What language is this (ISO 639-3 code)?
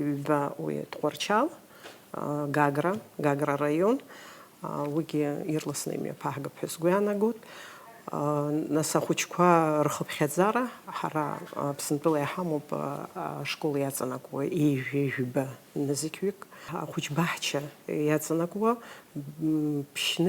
abk